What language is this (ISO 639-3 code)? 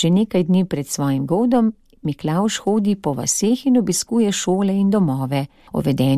slv